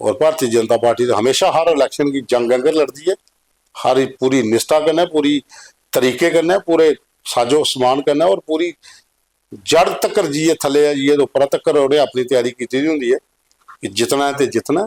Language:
Dogri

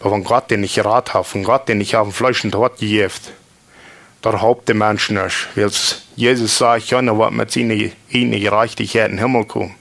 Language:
Plautdietsch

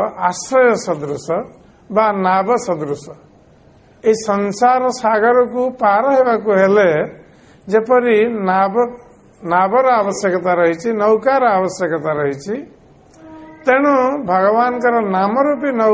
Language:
Odia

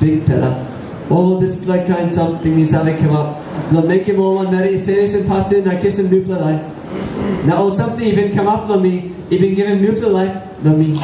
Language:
Tok Pisin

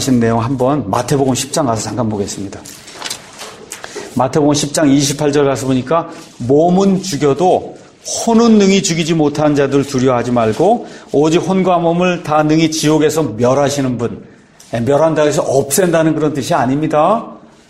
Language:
Korean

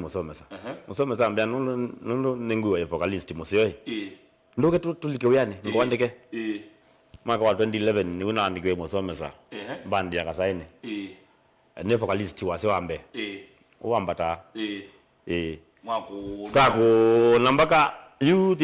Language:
Kamba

